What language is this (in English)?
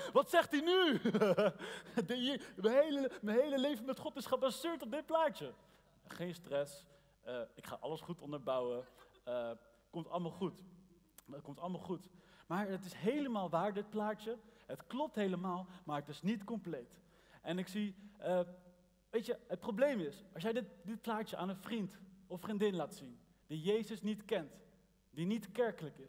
Dutch